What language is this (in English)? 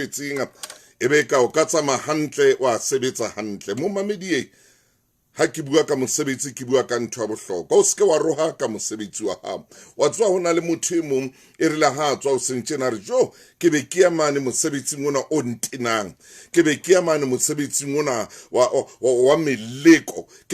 Southern Sotho